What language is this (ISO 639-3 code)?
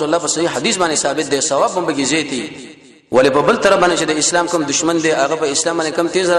pus